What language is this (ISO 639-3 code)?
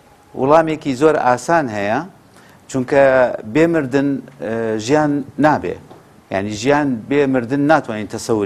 kur